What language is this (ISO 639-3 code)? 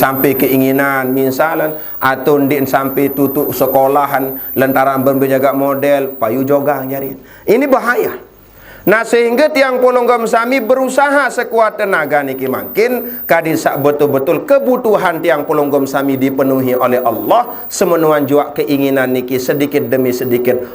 sas